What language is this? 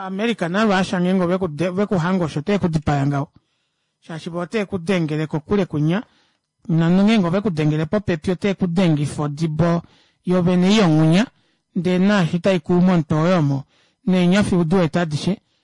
Kuanyama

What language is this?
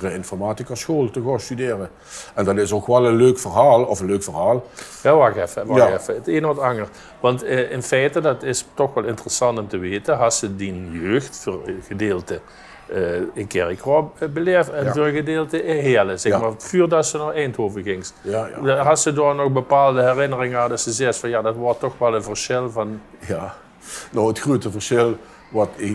Limburgish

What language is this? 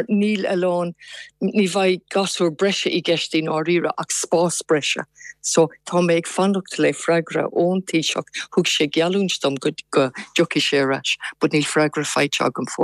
Irish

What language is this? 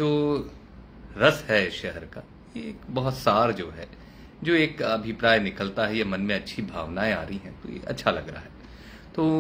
Hindi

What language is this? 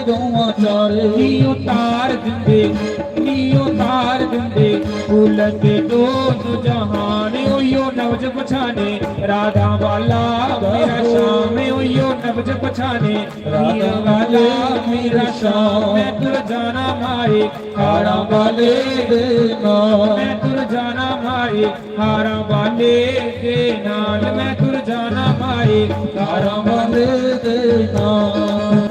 Dogri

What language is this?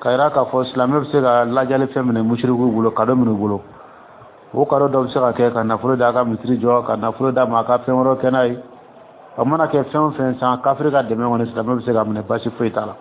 Dyula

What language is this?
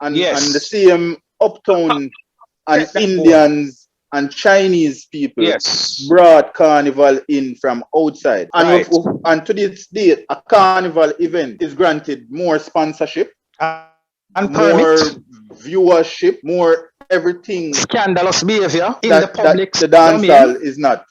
Jamaican Creole English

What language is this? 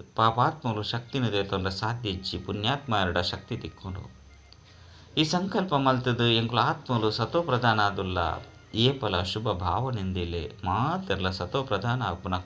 Tulu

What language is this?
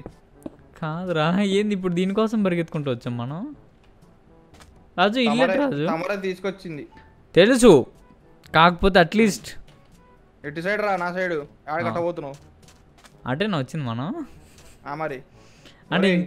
Telugu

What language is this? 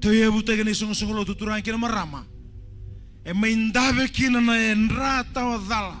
Fijian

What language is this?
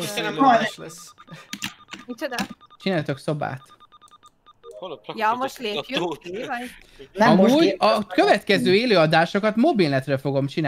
Hungarian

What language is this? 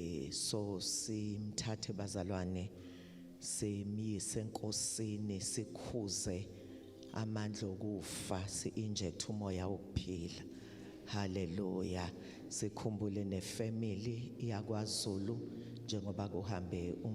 Zulu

